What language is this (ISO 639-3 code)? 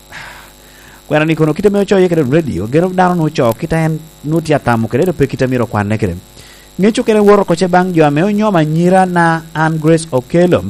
laj